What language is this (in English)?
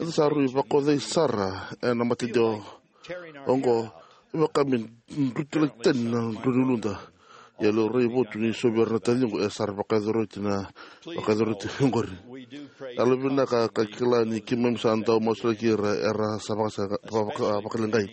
Fijian